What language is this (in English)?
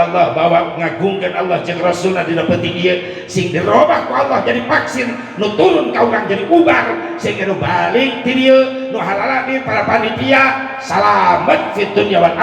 Sundanese